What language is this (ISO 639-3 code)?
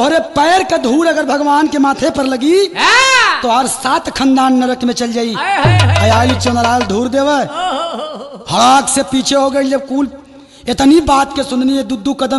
bho